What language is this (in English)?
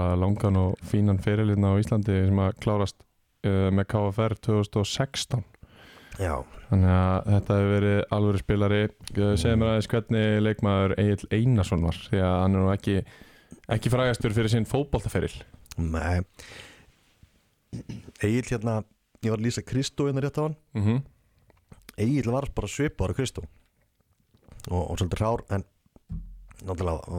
Icelandic